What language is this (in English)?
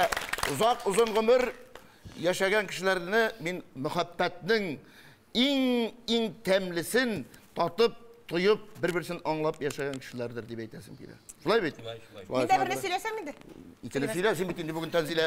Tatar